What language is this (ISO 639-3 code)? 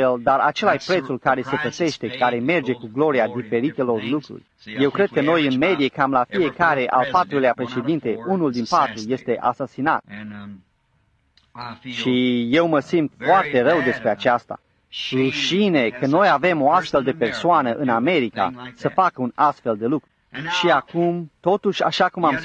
ron